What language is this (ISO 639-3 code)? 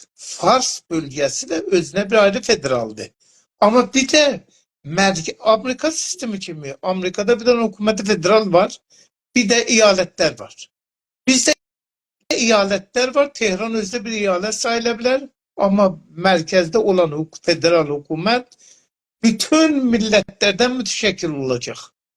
azb